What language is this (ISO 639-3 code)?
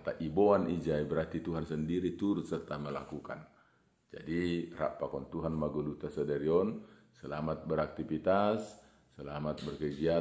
bts